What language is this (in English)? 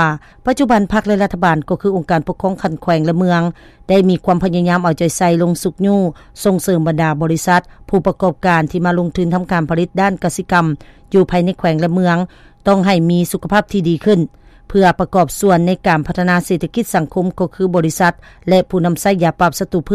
Lao